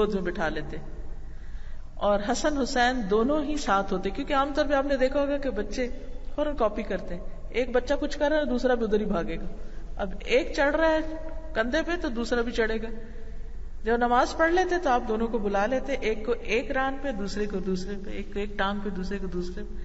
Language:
Urdu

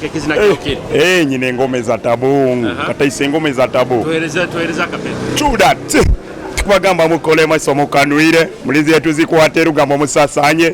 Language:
Nyoro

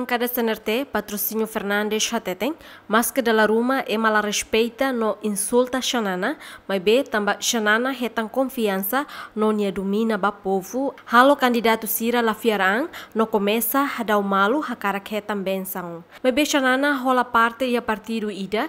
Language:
Tetum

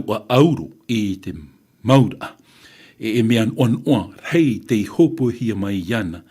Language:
Tahitian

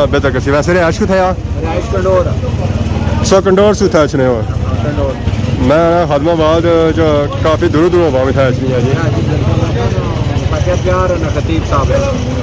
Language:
Pahari-Potwari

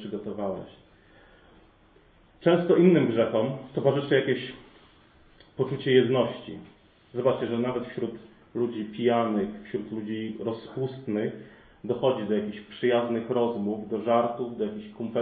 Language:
Polish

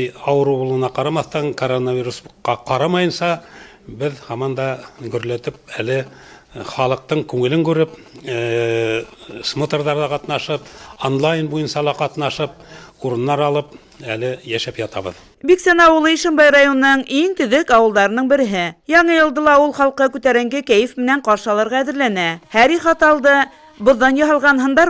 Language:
Bashkir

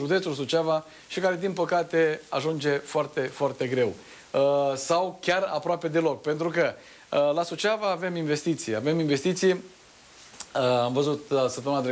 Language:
Romanian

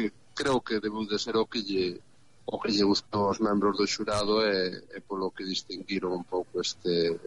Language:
Galician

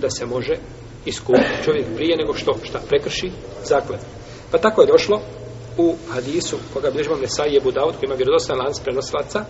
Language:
Bosnian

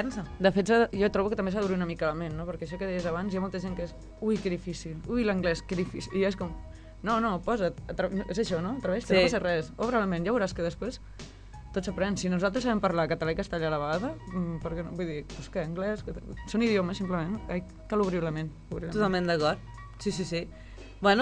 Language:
Catalan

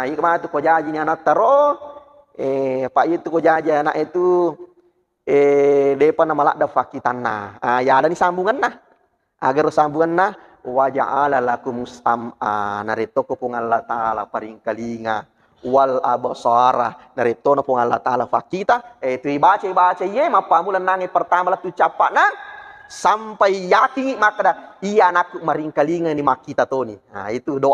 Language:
Buginese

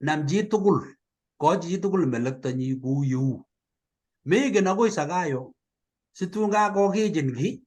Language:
Kalenjin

